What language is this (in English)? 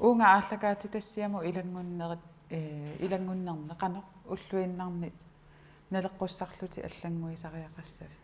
Kalaallisut